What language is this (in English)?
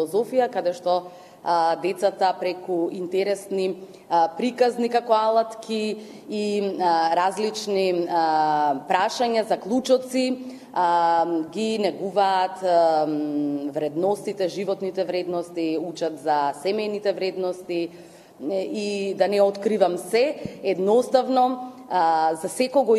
Macedonian